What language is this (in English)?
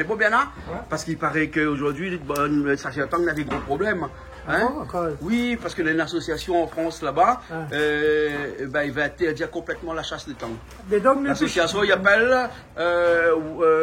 Réunion Creole French